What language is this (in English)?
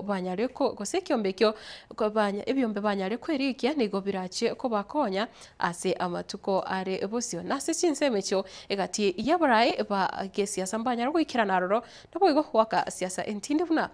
Gusii